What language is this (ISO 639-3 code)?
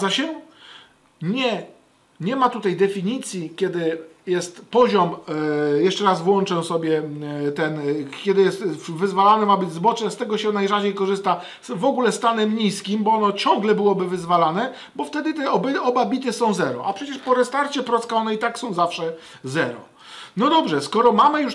pol